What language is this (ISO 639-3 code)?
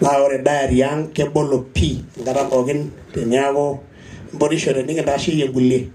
mas